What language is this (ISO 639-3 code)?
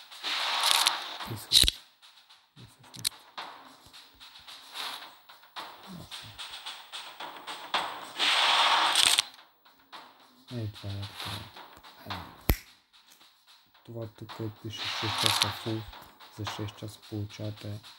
bul